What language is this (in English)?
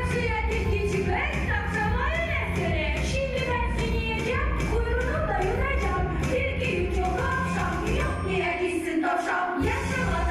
Gagauz